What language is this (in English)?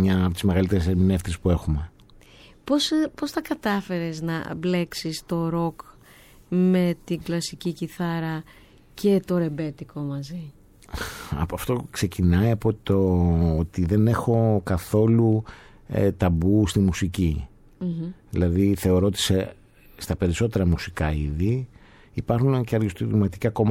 Greek